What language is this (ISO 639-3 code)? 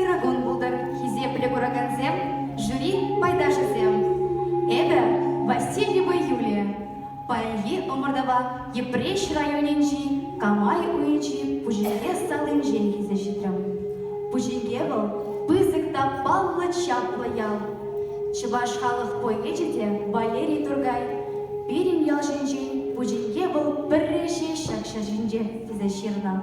chv